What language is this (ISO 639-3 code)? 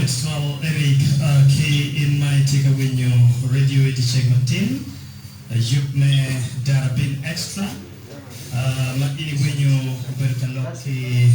ach